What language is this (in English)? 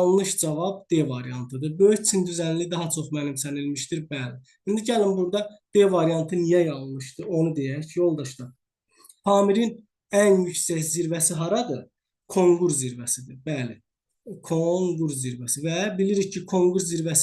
Azerbaijani